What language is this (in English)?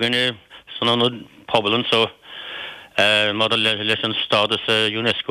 Irish